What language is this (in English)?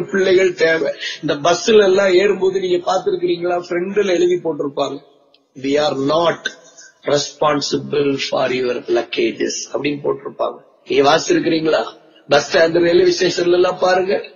Tamil